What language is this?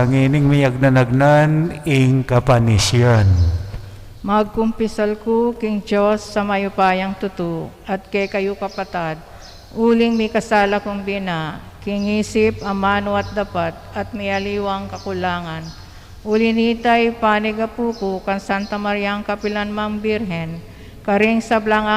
Pampanga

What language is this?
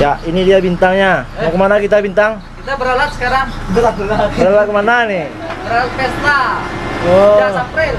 Minangkabau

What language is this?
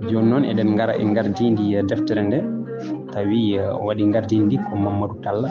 Fula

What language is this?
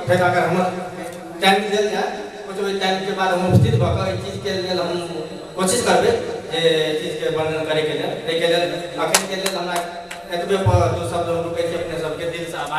Maithili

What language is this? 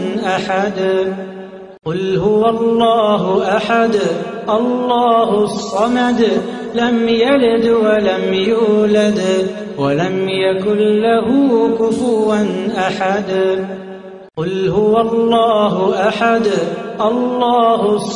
Arabic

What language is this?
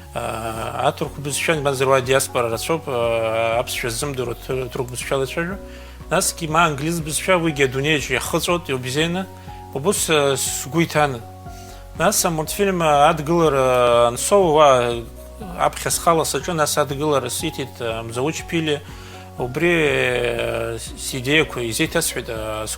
Abkhazian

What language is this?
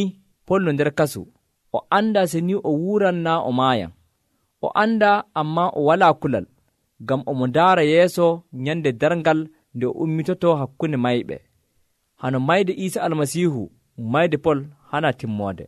Nigerian Fulfulde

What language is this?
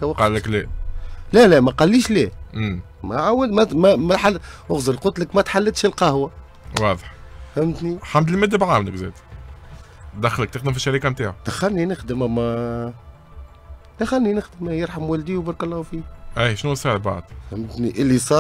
Tunisian Arabic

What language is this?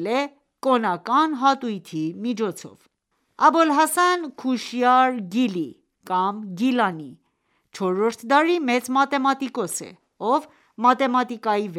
Armenian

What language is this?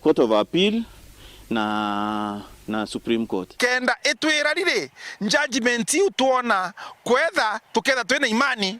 Meru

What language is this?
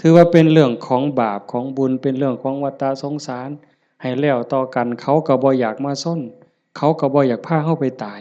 Lao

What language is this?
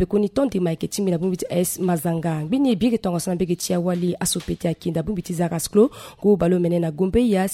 Sango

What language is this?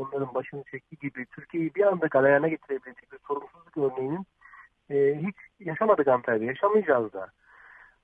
Turkish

